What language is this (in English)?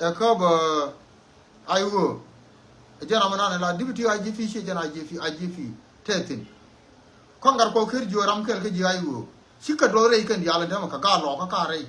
Nuer